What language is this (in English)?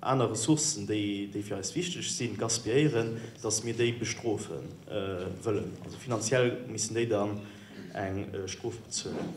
Luxembourgish